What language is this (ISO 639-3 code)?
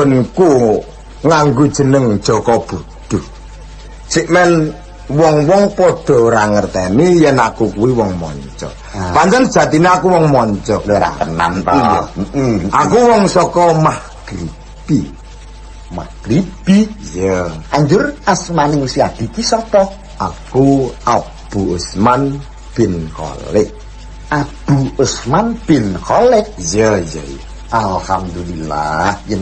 jav